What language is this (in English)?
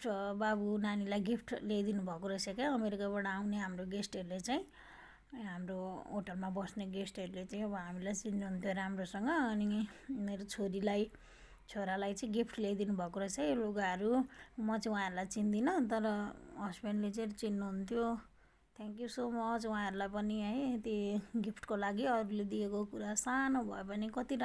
Nepali